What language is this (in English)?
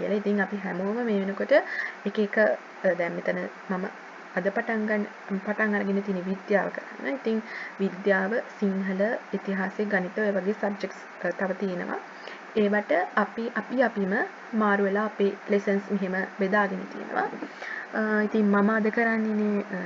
Sinhala